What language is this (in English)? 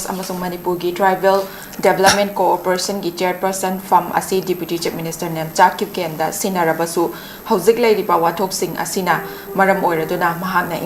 Manipuri